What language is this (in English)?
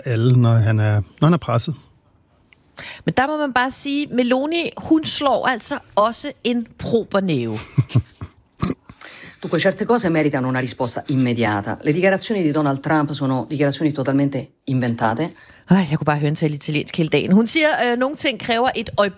Danish